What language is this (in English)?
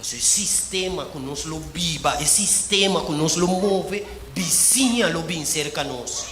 Papiamento